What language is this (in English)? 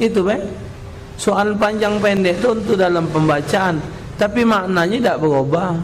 Musi